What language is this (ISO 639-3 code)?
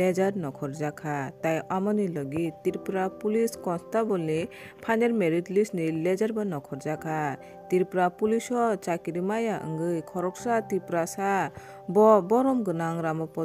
trp